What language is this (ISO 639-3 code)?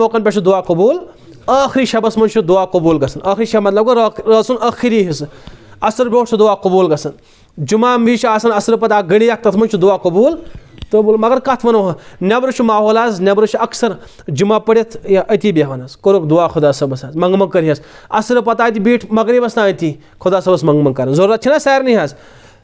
kas